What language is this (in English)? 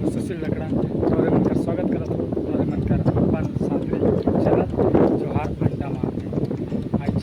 Sadri